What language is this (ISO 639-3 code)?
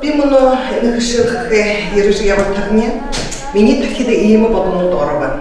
bua